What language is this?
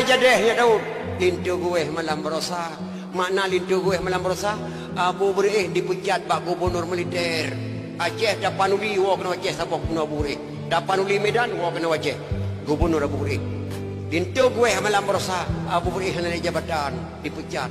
Achinese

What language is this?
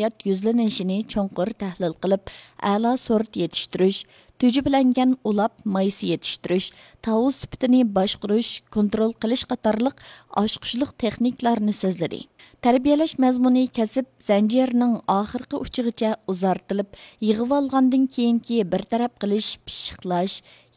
Uyghur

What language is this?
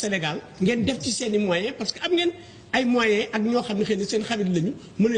Wolof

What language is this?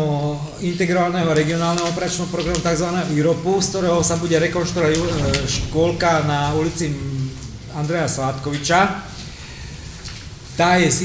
Slovak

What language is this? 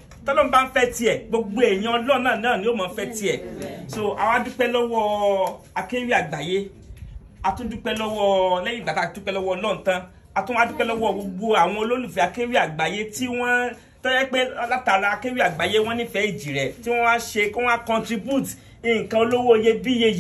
Yoruba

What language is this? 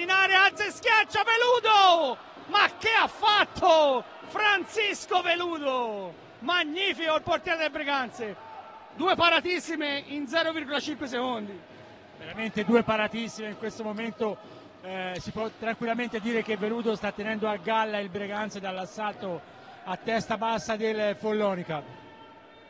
Italian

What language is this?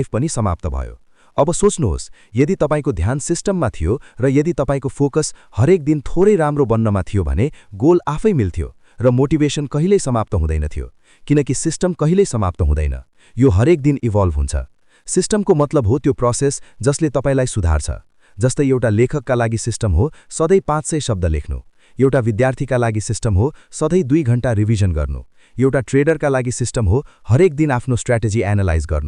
Nepali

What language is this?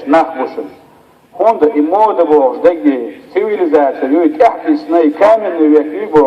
Chechen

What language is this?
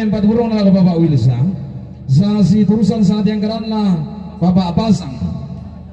Toraja-Sa'dan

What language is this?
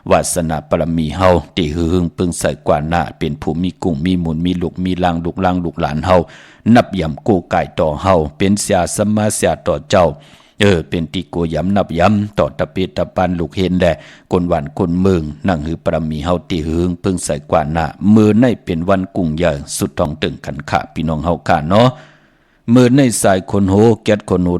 Shan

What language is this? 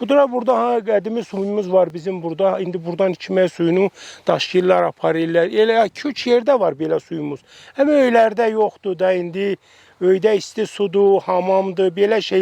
Azerbaijani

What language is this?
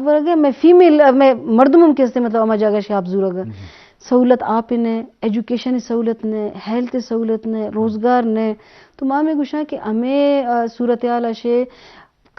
Eastern Balochi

